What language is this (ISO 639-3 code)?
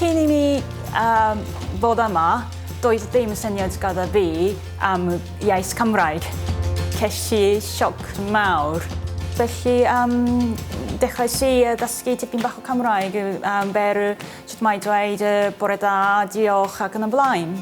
cym